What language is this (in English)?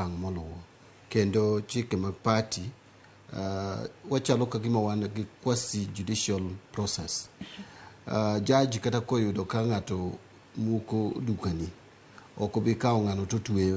Luo (Kenya and Tanzania)